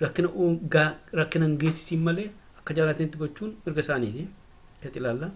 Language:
Oromo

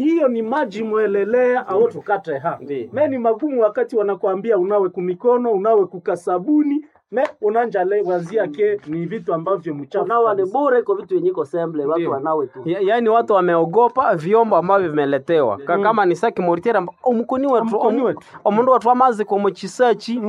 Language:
Nande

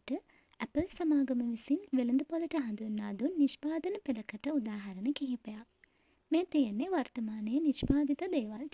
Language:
Sinhala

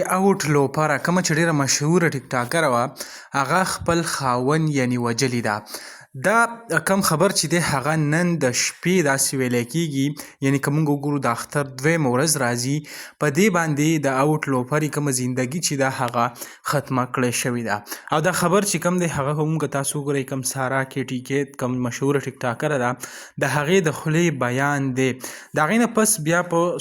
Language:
Pashto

